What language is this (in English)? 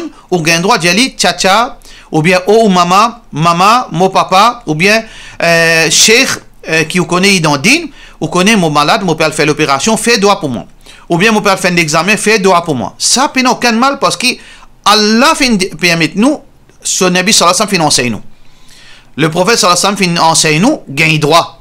Morisyen